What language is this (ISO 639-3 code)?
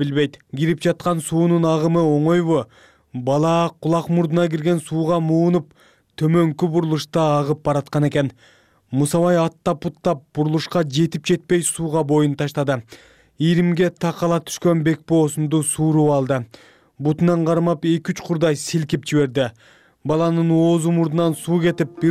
kir